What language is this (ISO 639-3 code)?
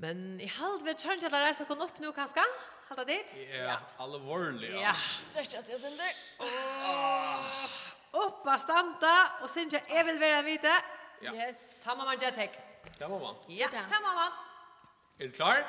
fao